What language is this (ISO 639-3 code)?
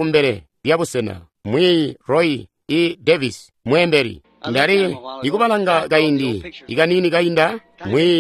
toi